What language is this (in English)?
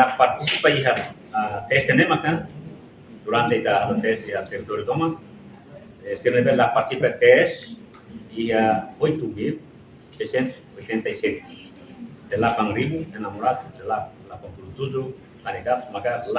Tetum